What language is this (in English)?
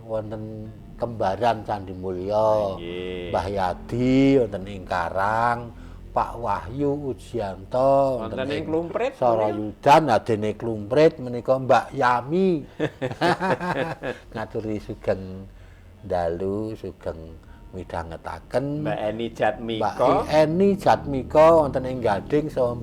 Javanese